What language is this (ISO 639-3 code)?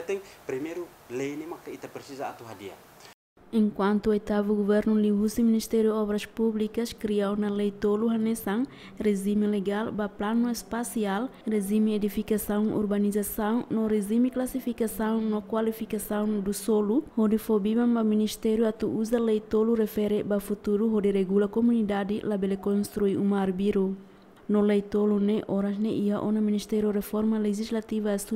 tet